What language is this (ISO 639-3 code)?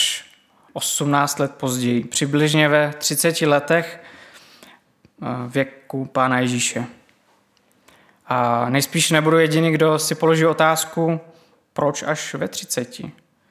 ces